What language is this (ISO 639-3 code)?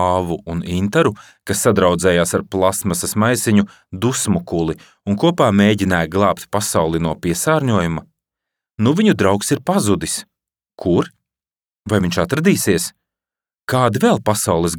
lav